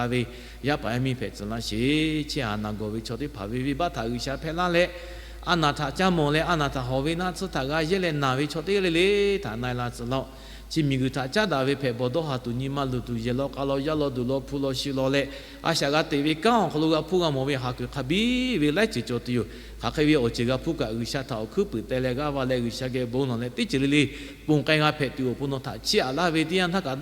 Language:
Lahu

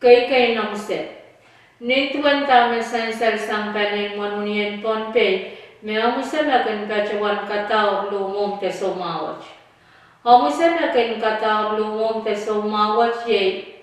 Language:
Pohnpeian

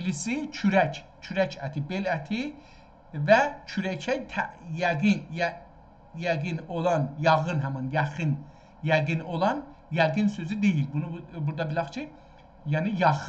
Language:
South Azerbaijani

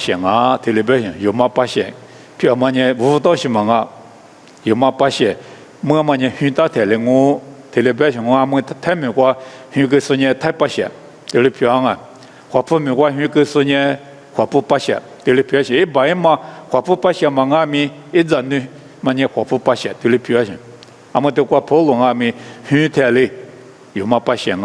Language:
Lisu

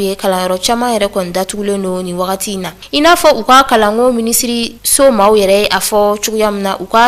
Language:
Bambara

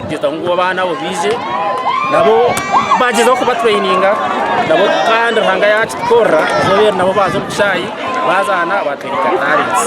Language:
Nyankole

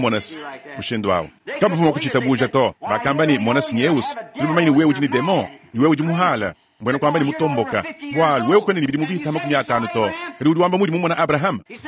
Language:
Luba-Lulua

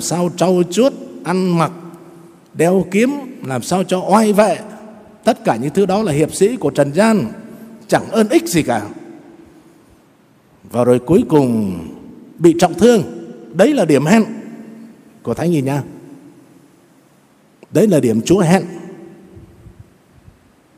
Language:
Vietnamese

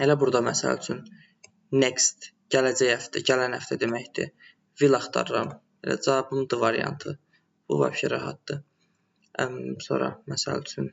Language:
Azerbaijani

